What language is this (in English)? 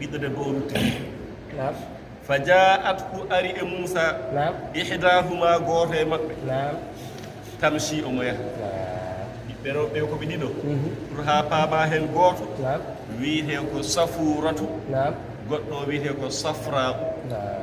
Fula